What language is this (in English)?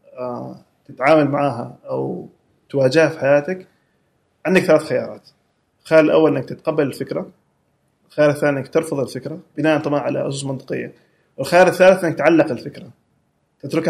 Gulf Arabic